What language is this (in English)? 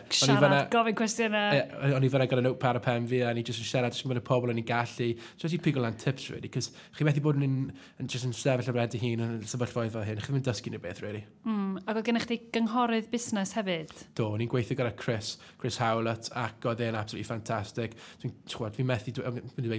Welsh